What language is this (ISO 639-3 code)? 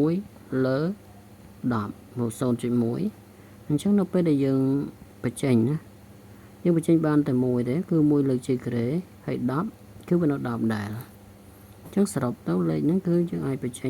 khm